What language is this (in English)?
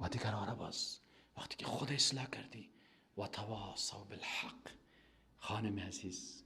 Persian